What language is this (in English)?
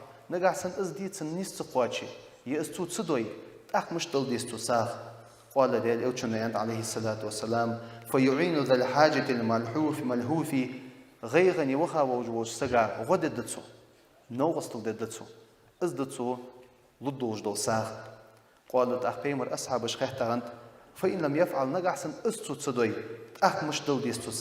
Ingush